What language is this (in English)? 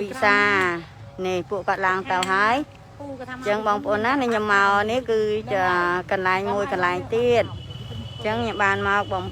Khmer